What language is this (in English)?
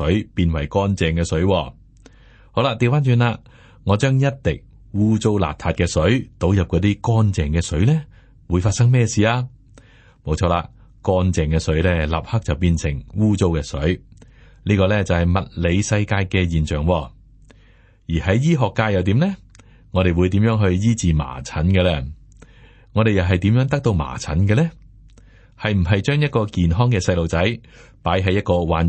Cantonese